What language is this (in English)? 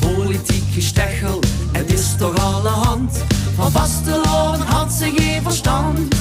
Limburgish